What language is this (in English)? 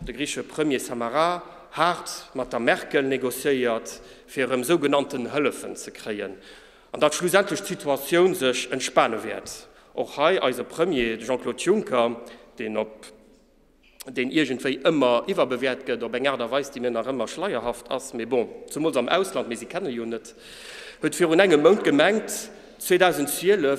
Luxembourgish